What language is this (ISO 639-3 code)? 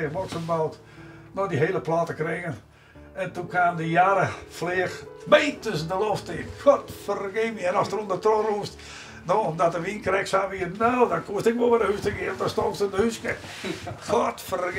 fry